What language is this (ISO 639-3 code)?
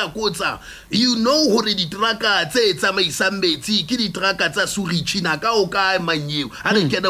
sot